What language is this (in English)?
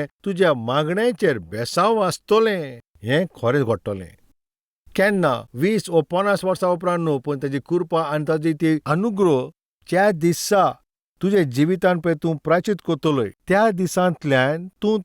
Konkani